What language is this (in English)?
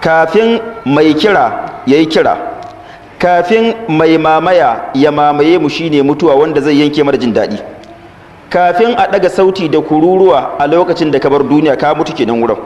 Hausa